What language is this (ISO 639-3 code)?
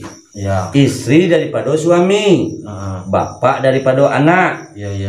min